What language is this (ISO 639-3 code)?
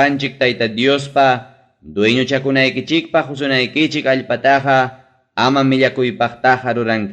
quy